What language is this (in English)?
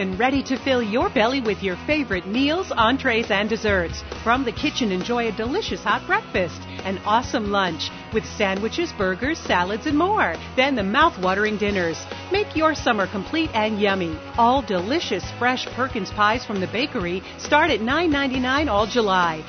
English